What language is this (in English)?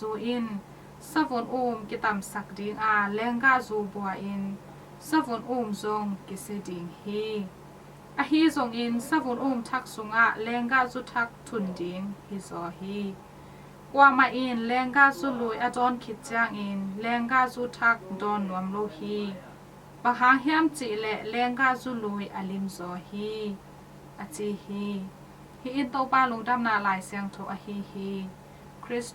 Tedim Chin